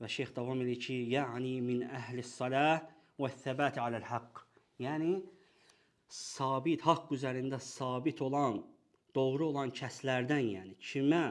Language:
Azerbaijani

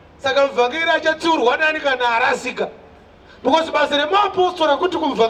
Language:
Shona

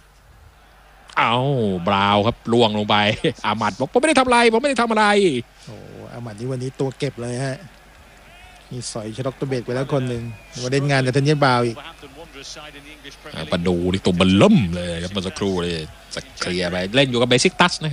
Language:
Thai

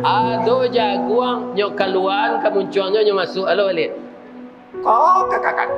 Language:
Minangkabau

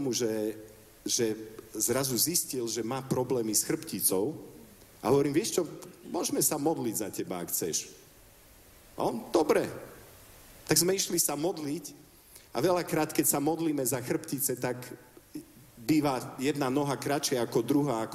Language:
Slovak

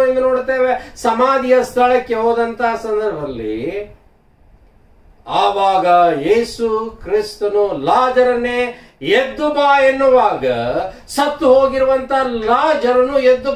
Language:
Kannada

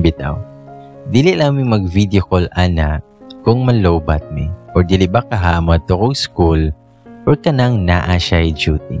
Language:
Cebuano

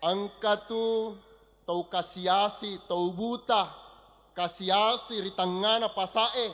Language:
Buginese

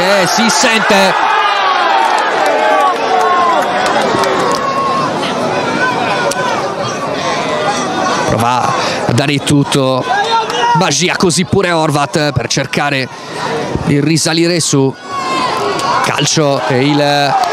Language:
Italian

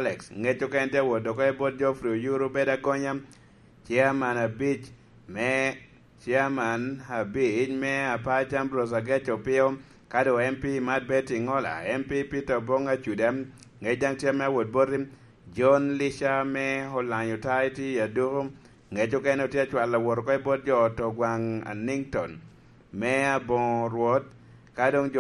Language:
Lango (Uganda)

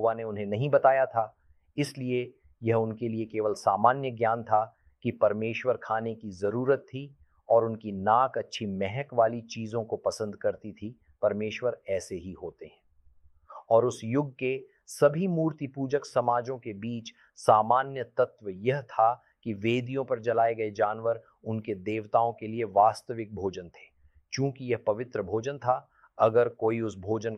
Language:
Hindi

